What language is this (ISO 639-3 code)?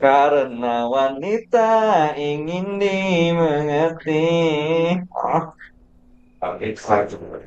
bjn